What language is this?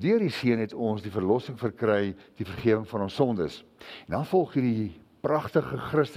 Afrikaans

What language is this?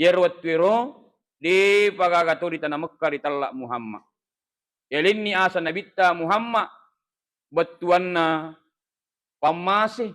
Buginese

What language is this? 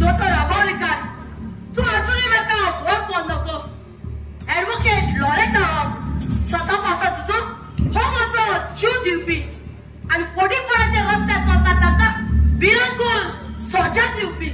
Konkani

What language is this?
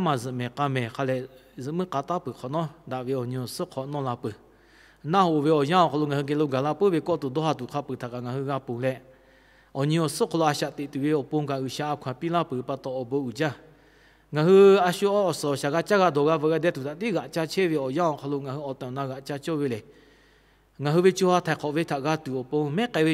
Lahu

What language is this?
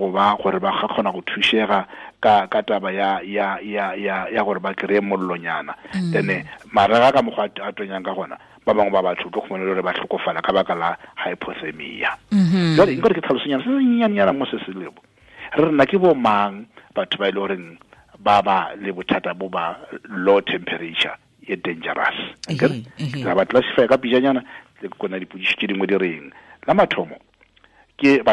Tswana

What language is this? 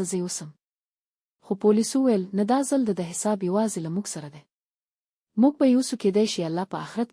Pashto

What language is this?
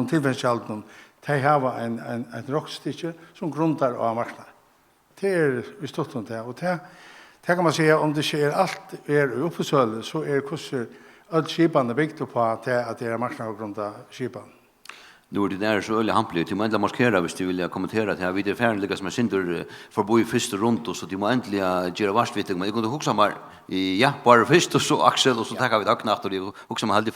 Faroese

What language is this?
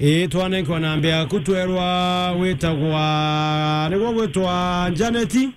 Meru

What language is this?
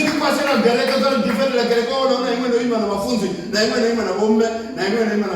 Venda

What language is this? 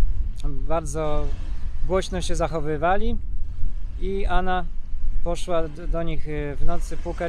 Polish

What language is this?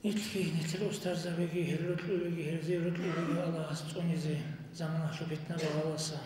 Avaric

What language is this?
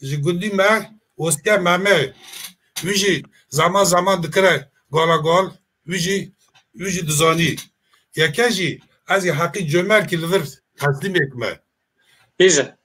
Kurdish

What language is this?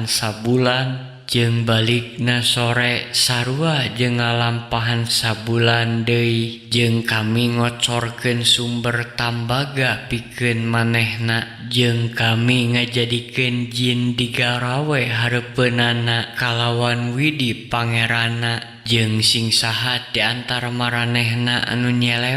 Sundanese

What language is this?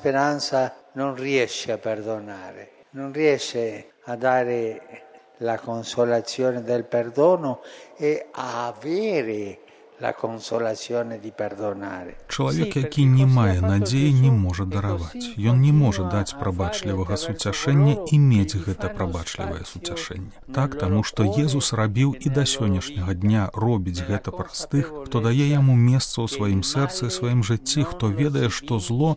Belarusian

